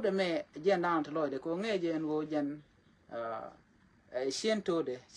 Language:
Nuer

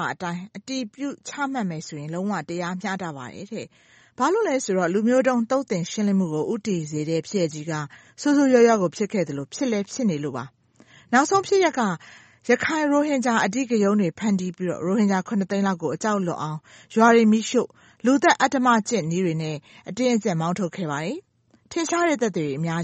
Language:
Burmese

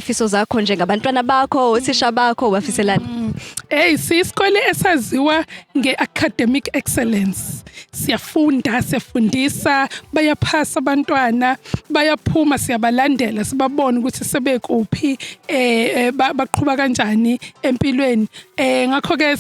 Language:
Zulu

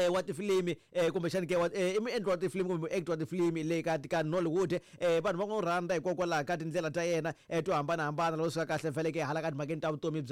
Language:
Tsonga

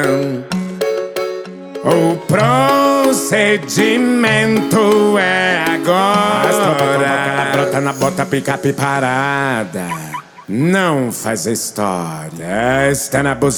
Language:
Portuguese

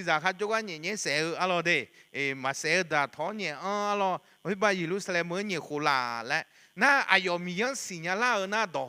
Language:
Akha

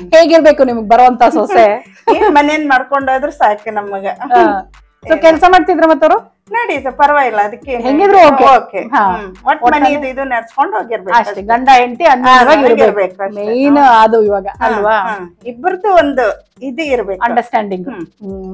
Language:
Kannada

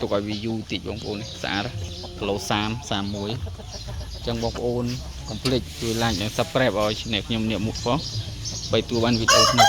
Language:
Khmer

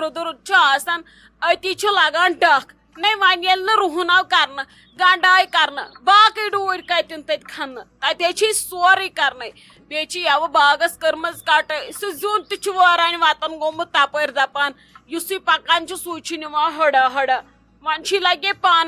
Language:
Kashmiri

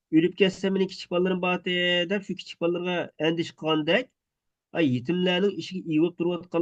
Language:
Uyghur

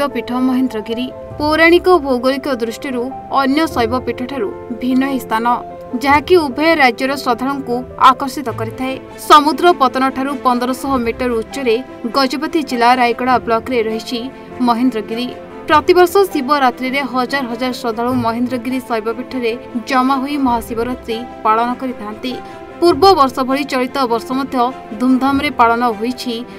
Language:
Odia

